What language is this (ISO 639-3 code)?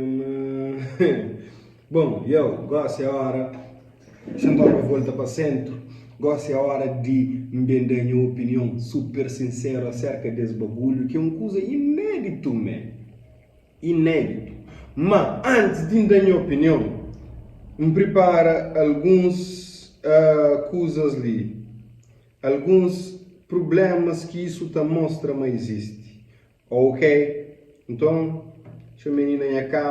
kea